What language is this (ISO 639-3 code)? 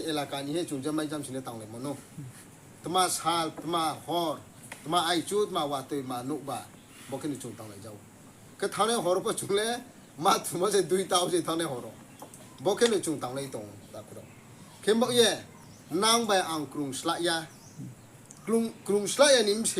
ria